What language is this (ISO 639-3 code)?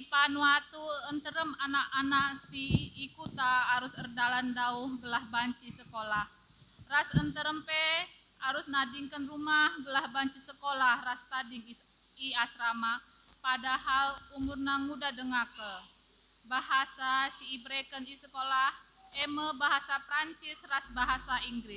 btx